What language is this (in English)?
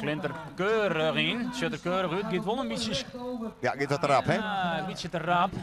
Western Frisian